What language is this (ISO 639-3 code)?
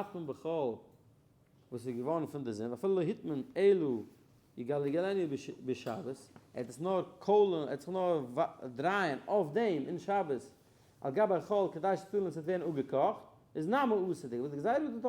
yid